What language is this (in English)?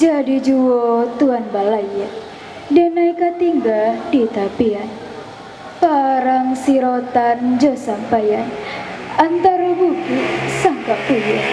Minangkabau